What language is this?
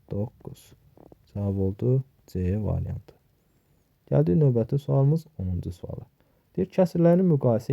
Azerbaijani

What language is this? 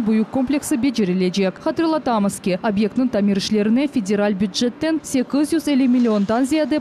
Crimean Tatar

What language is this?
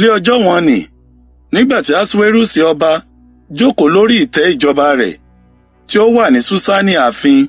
Yoruba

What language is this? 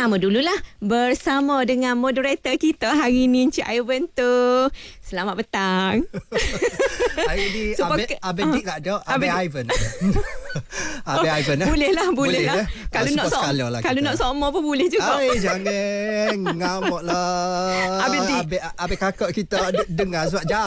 Malay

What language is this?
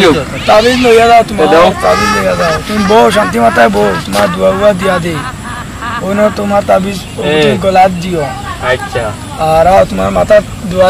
Sylheti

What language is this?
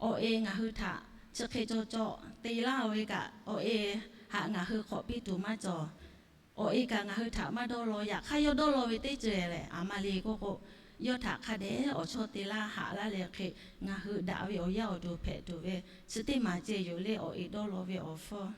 Lahu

